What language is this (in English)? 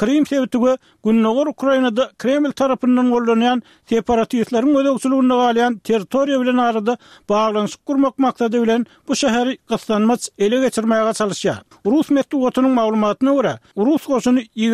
Turkmen